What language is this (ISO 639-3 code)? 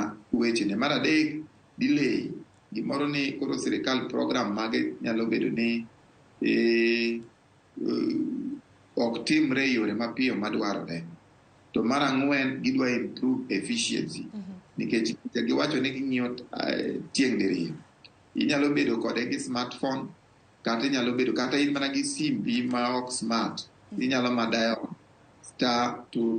luo